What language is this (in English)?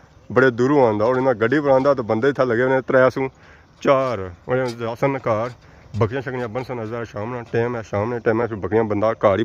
Pahari-Potwari